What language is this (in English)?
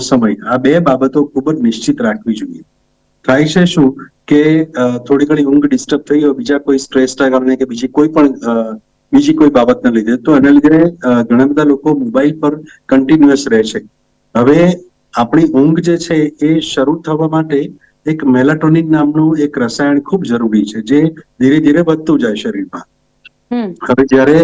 Gujarati